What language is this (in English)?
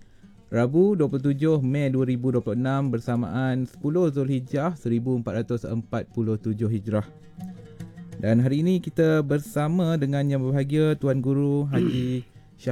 Malay